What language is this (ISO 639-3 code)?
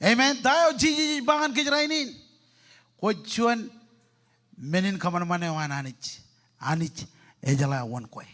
mah